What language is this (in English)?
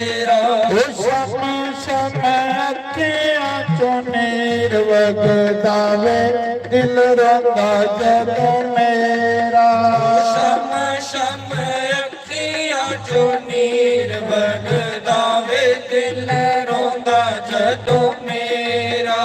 Dogri